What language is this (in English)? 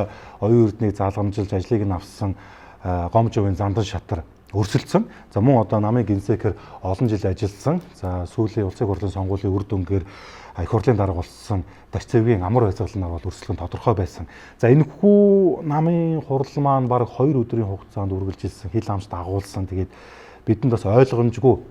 Mongolian